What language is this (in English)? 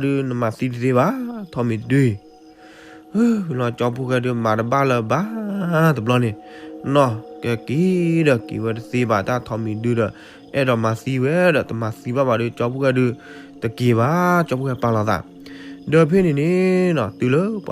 S'gaw Karen